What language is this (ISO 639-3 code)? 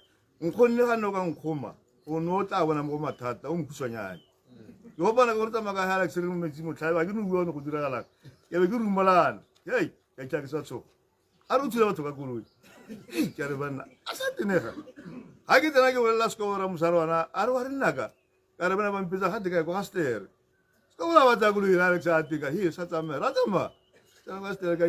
tsn